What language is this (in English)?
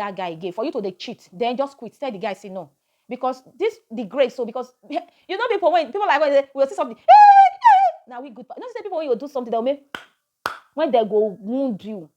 Nigerian Pidgin